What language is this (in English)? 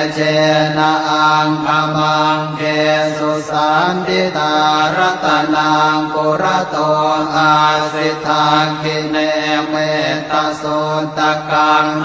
Pali